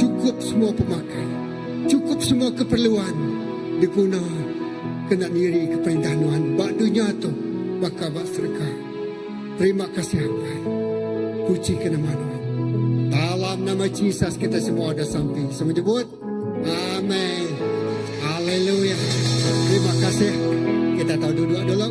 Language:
Iban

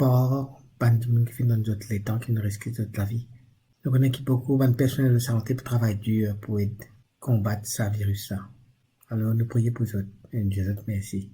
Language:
Morisyen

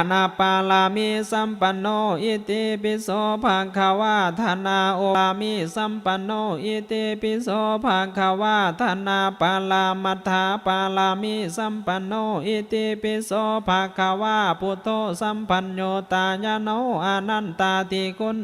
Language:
Pali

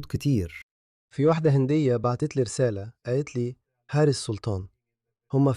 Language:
Egyptian Arabic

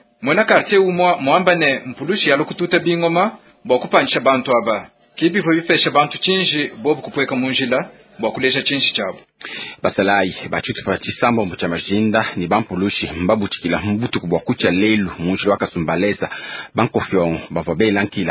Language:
Luba-Lulua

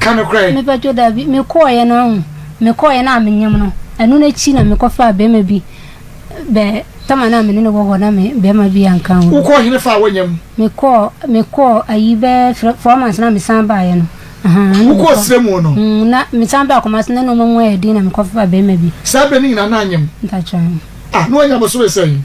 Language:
Akan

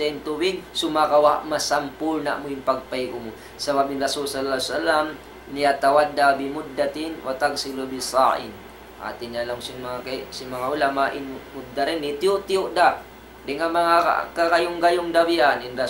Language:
Tausug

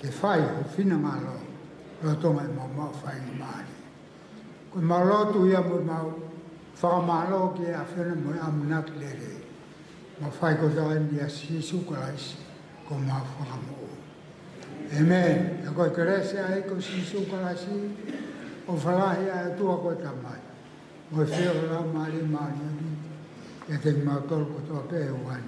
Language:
Tongan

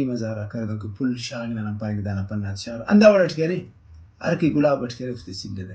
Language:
Brahui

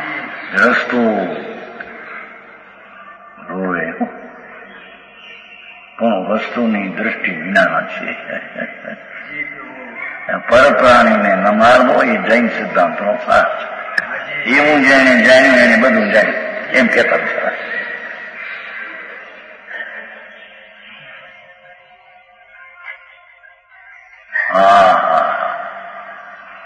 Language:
Gujarati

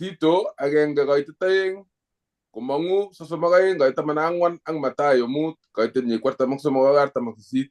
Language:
Kalenjin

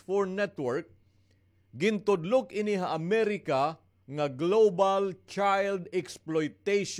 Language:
Waray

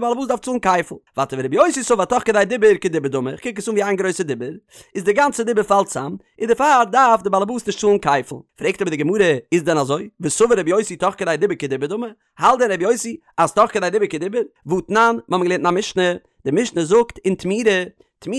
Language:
Yiddish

